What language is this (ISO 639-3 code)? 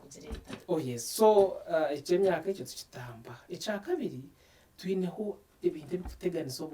nyn